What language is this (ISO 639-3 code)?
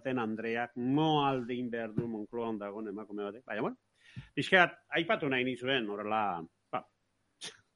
eus